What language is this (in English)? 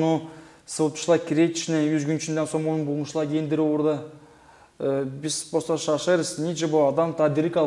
Gagauz